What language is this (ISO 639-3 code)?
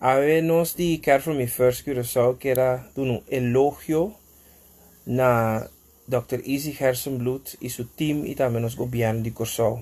pap